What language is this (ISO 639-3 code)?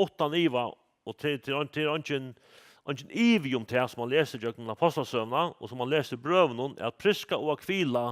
fao